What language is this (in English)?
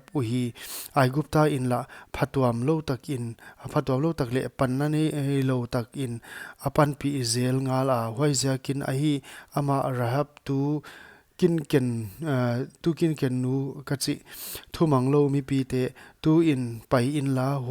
Paite Chin